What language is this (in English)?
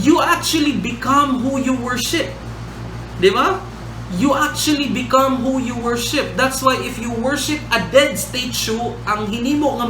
Cebuano